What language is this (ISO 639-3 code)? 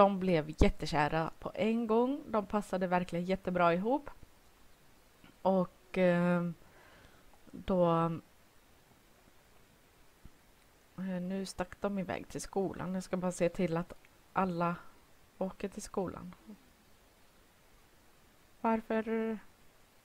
swe